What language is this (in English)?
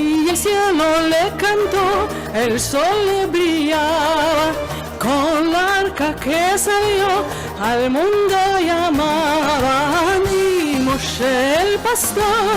Ladino